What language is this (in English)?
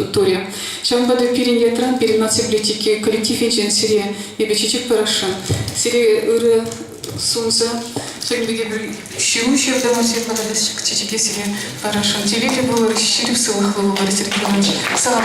Chuvash